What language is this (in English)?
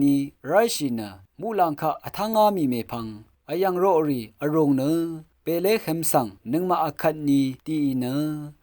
Rawang